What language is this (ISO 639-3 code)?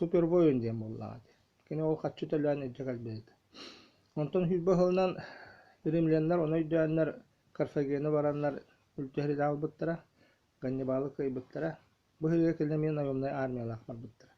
sah